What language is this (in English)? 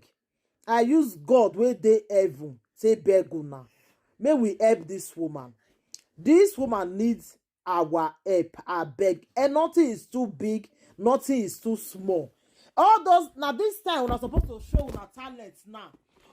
Nigerian Pidgin